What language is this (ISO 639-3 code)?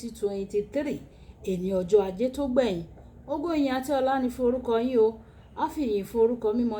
yor